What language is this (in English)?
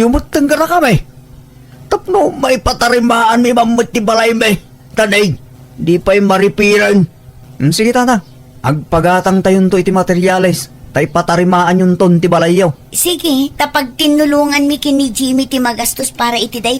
Iloko